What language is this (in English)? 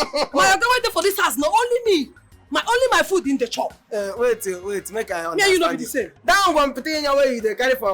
Nigerian Pidgin